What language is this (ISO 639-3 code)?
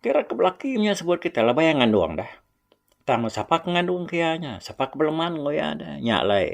iba